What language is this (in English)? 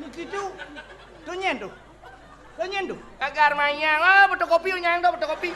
Balinese